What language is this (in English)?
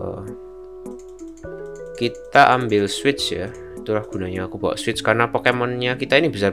Indonesian